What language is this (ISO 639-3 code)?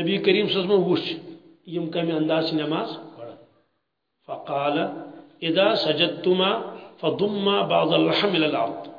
kas